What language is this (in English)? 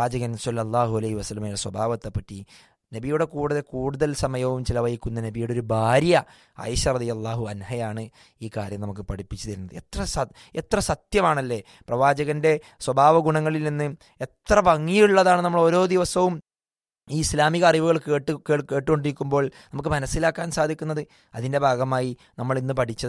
Malayalam